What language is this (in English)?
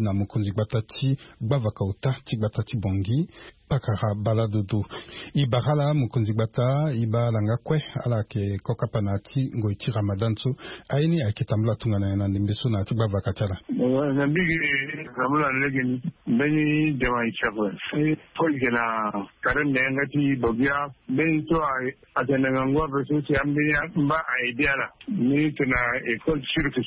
Sango